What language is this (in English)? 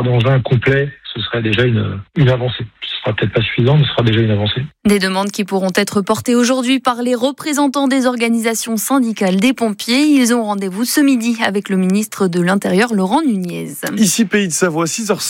French